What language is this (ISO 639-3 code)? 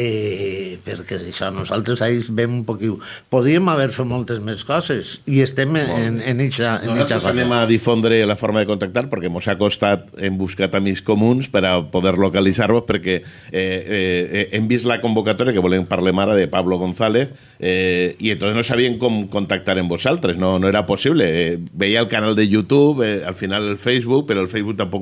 cat